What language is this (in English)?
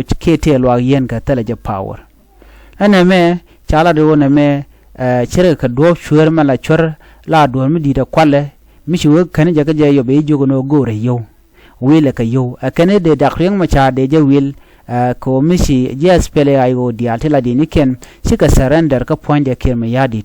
Nuer